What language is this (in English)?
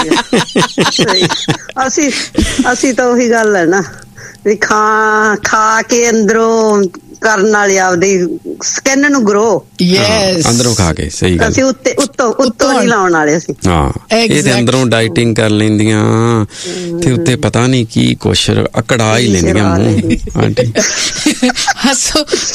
Punjabi